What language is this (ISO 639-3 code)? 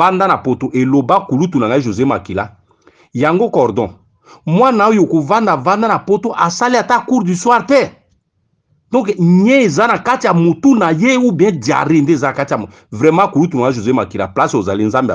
lin